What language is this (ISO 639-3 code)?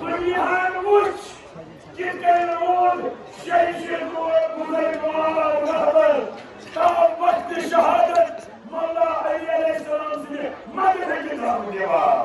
kas